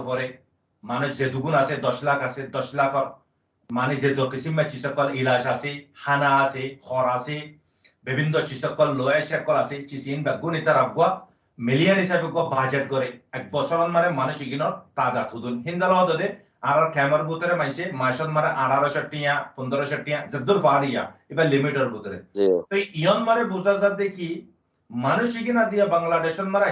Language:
Rohingya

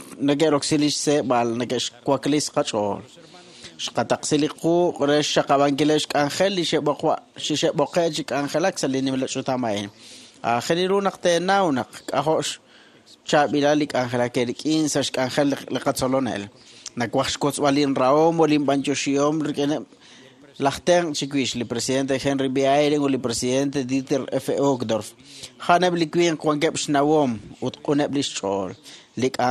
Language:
Kekchí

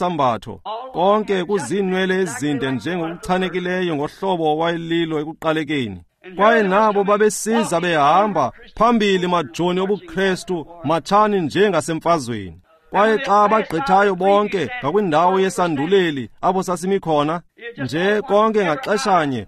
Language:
Xhosa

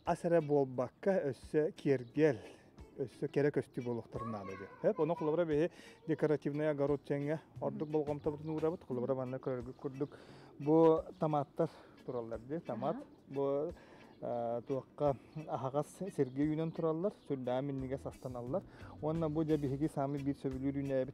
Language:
Yakut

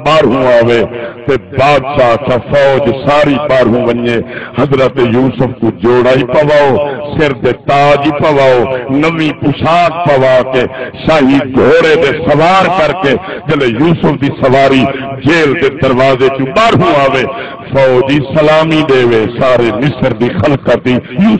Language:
Saraiki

